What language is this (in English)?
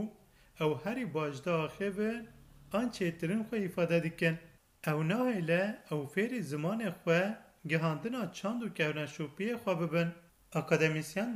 Kurdish